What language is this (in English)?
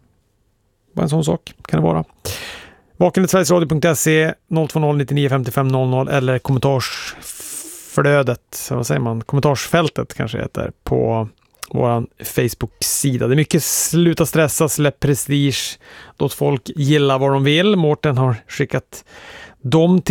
Swedish